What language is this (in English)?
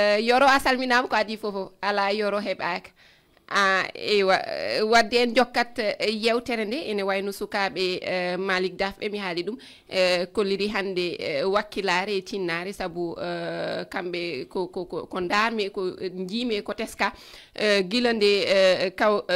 Fula